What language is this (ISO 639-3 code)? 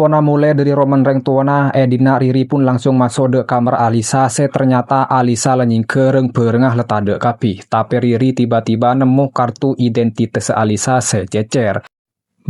mad